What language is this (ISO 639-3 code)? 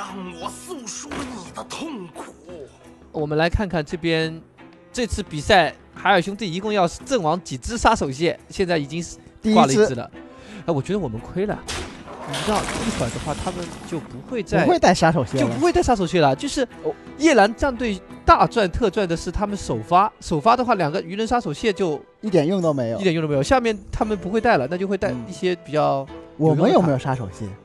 zho